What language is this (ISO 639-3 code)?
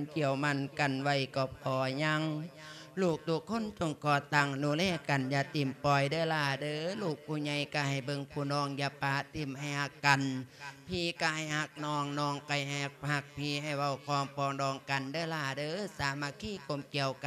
lao